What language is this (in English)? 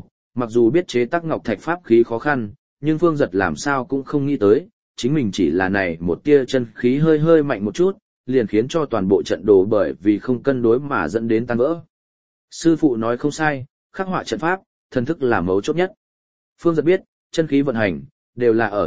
Vietnamese